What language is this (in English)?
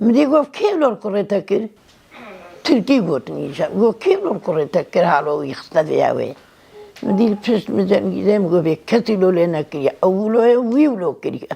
Kurdish